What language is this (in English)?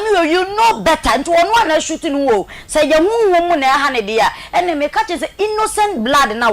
Akan